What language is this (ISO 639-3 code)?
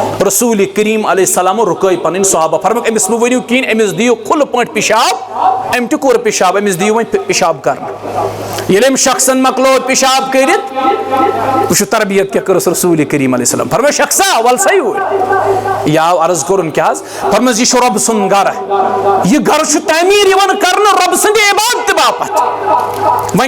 kas